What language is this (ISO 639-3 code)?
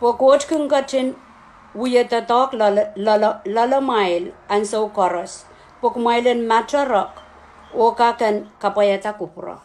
pon